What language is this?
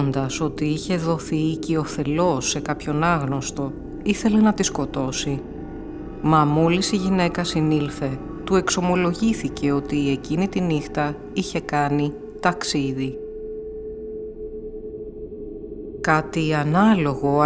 Greek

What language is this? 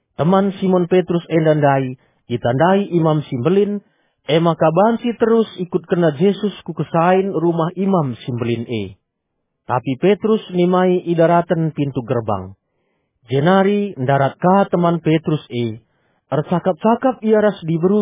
Batak Karo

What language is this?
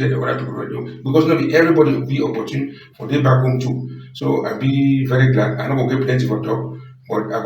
Cameroon Pidgin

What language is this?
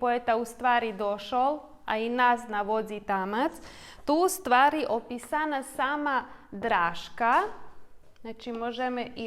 Rusyn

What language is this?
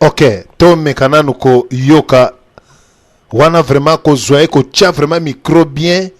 Lingala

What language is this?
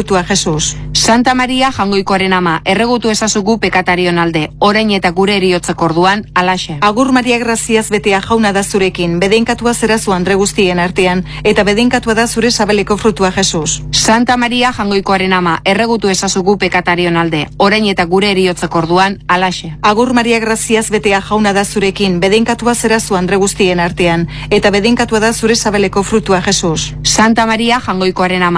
Basque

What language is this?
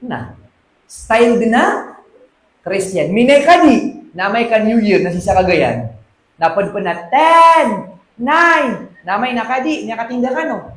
Maranao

